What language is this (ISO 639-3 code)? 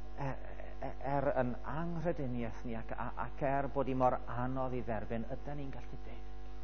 cym